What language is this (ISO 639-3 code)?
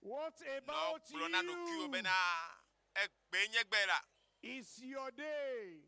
ewe